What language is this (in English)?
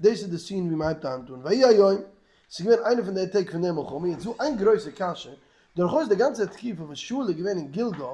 Yiddish